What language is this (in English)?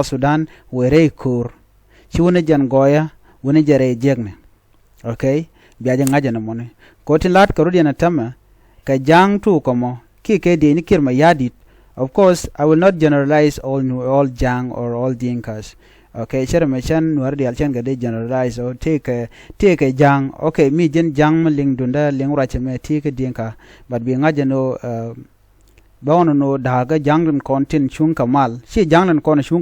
Nuer